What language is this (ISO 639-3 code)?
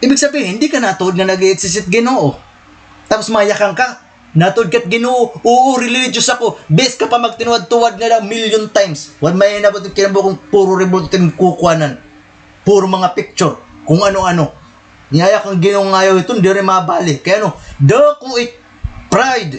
war